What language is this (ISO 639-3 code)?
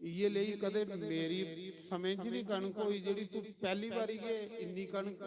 doi